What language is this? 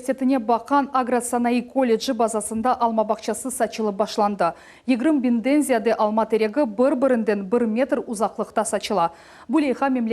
Crimean Tatar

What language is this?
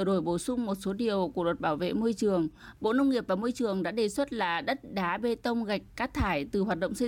Vietnamese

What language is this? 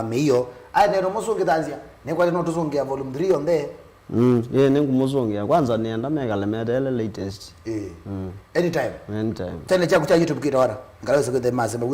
Kamba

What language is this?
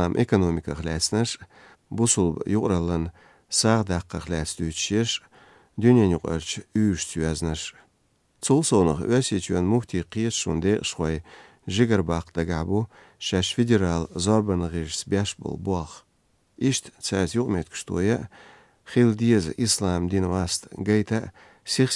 Azerbaijani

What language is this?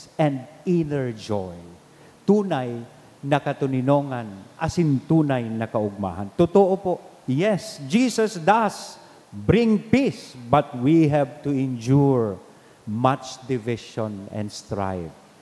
Bikol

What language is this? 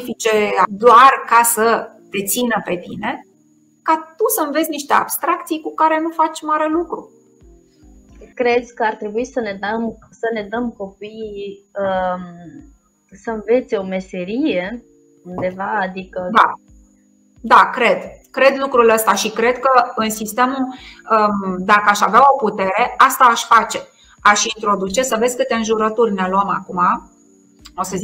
Romanian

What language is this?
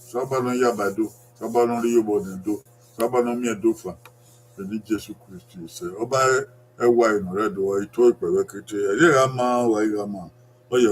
Bini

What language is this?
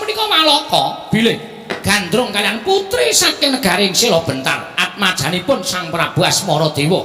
Javanese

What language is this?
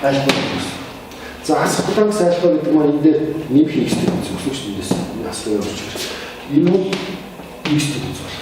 Mongolian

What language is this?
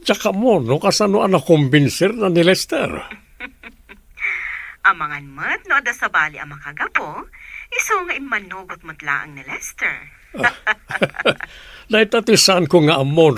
Iloko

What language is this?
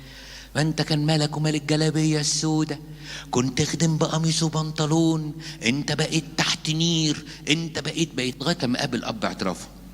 Egyptian Arabic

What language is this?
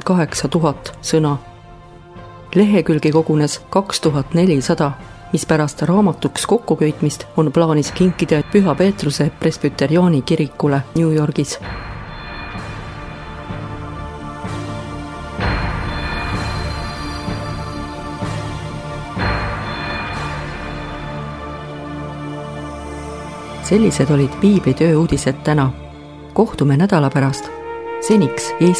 Estonian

